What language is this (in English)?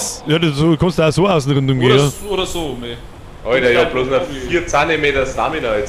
Bavarian